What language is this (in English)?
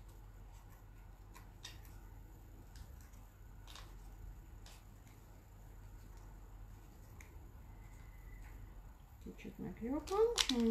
Hungarian